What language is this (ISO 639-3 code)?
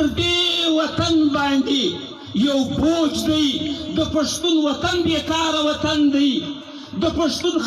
pus